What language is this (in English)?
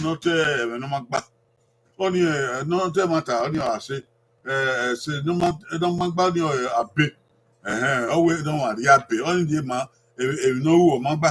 Bini